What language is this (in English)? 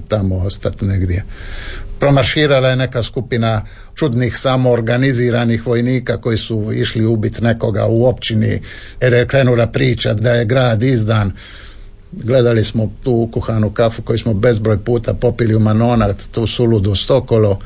Croatian